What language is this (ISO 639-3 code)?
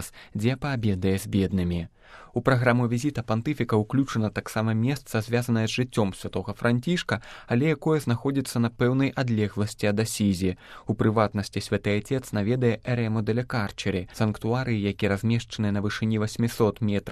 bel